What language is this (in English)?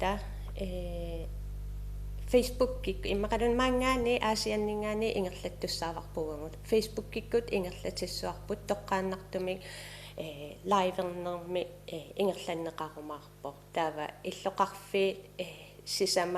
Kalaallisut